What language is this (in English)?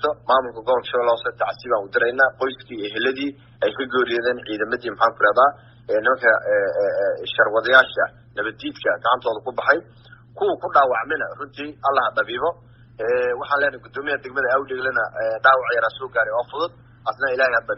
Somali